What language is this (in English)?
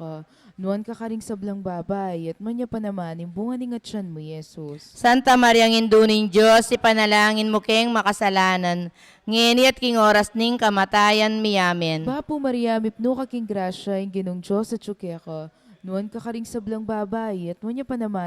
Pampanga